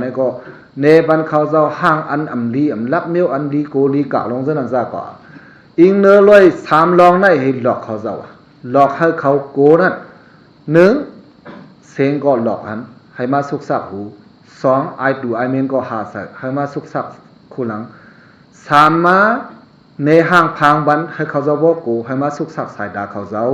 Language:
Shan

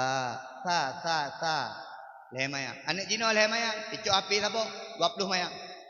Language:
Achinese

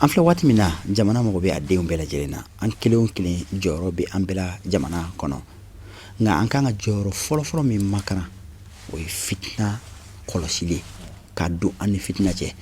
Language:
Bambara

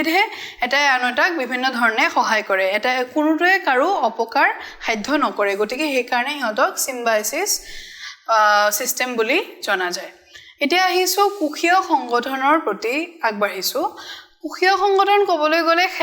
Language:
Assamese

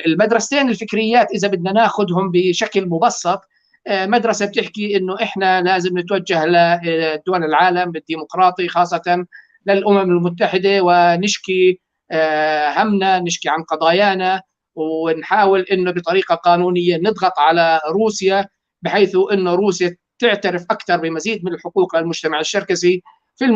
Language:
North Levantine Arabic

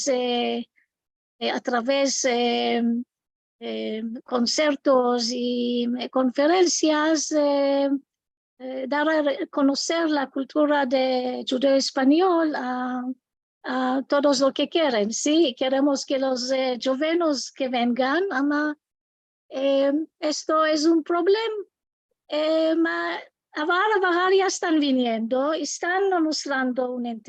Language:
Ladino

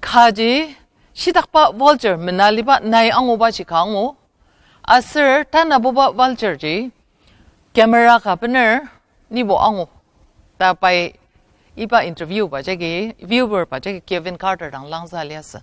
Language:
Ao Naga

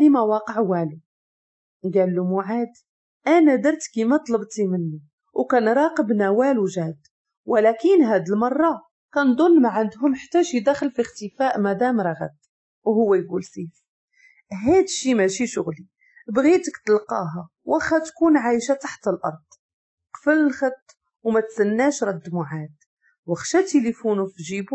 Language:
Moroccan Arabic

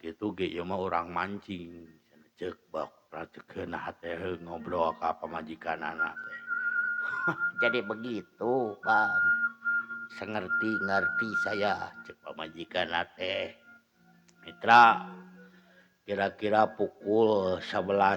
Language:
Sundanese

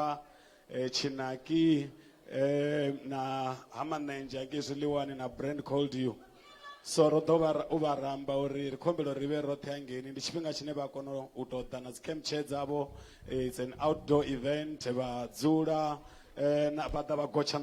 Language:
Venda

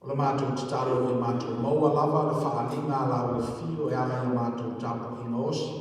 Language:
Samoan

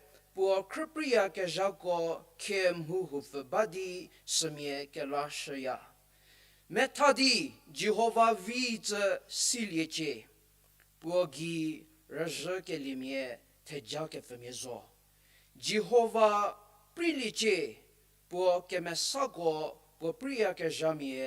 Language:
Angami Naga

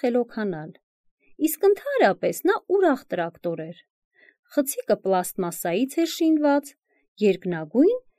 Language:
Armenian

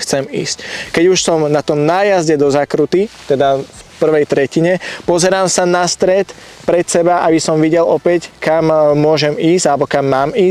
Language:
Slovak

